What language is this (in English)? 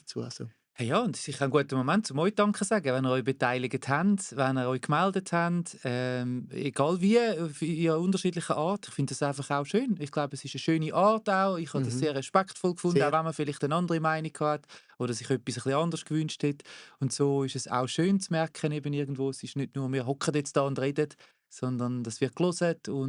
Swiss German